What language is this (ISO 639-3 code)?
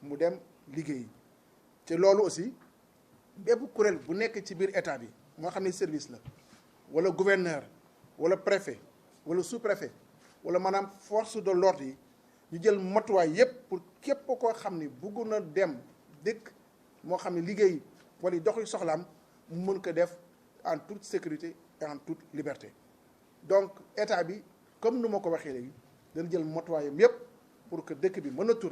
wol